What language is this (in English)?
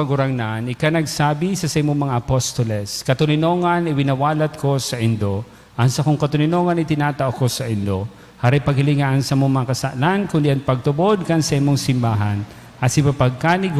Bikol